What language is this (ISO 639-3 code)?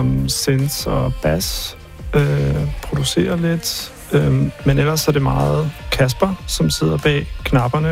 dan